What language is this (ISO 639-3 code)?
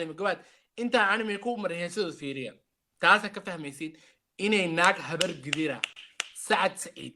som